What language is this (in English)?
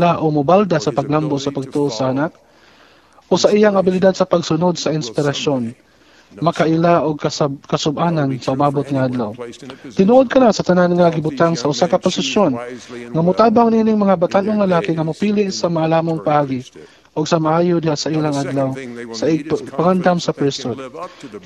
Cebuano